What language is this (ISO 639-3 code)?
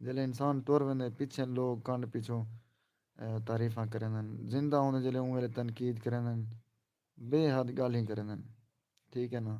skr